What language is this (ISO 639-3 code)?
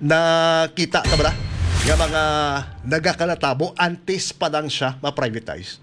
hil